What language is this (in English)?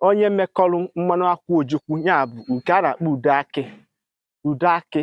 Igbo